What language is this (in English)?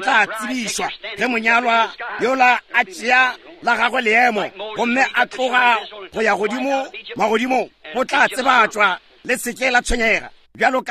Northern Sotho